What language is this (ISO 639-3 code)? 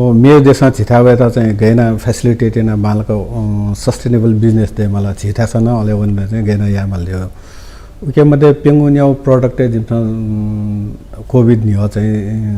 new